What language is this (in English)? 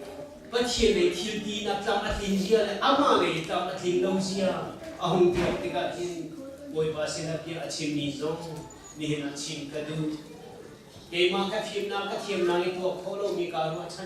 Hakha Chin